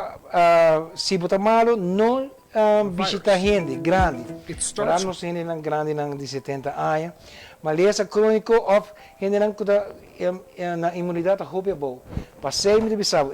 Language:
Papiamento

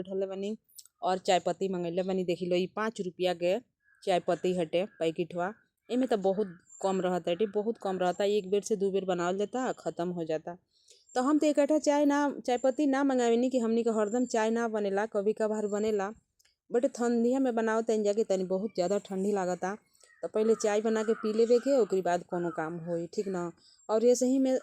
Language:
Bhojpuri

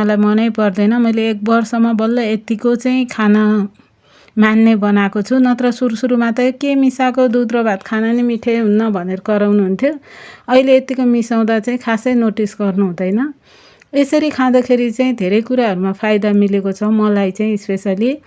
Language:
Nepali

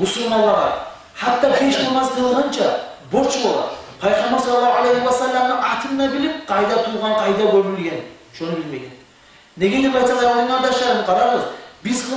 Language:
Kumyk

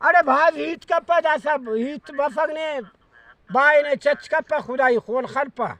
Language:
Brahui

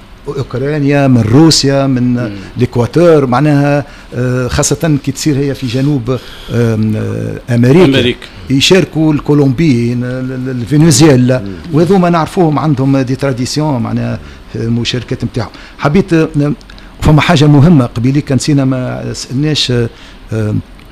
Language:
Tunisian Arabic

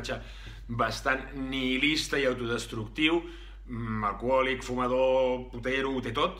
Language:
Catalan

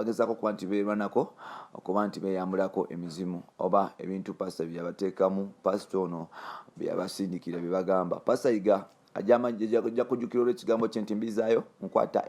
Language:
Ganda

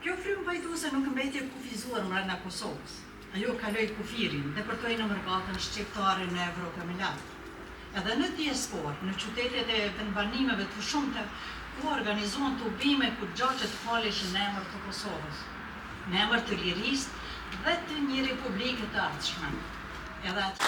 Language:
Albanian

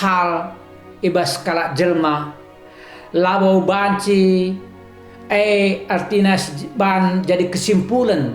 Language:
Batak Karo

